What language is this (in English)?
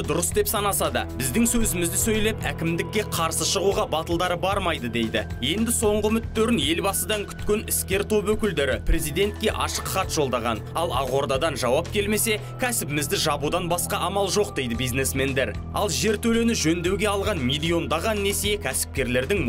Kazakh